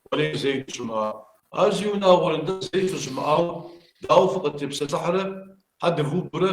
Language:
Kabardian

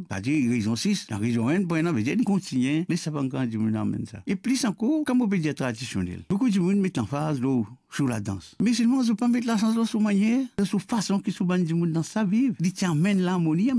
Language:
Morisyen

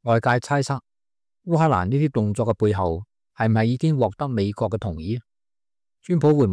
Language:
Cantonese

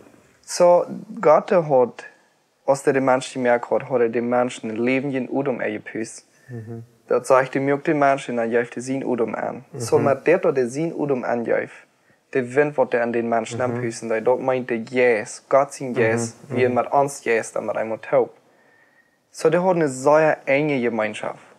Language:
Plautdietsch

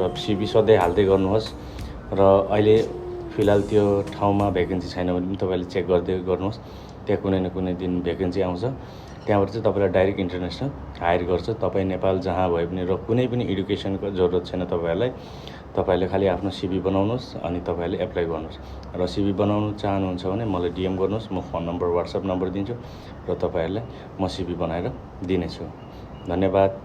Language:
Nepali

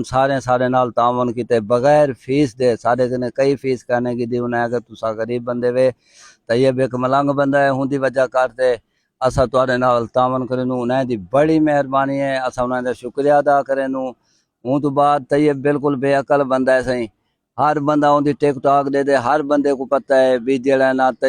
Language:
Saraiki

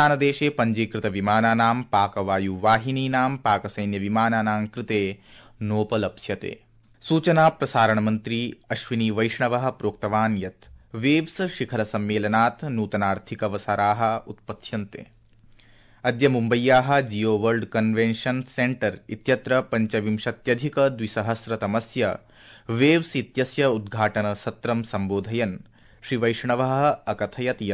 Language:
Sanskrit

